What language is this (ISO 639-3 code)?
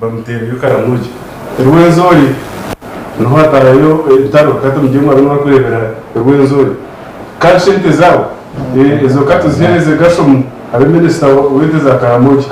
nyn